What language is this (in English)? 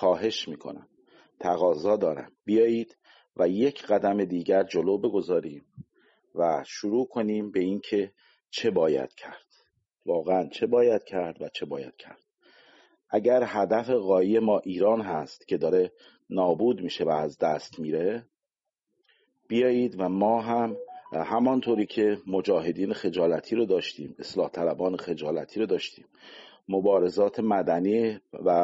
Persian